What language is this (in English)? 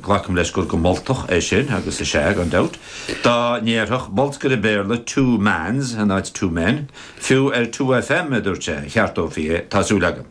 Irish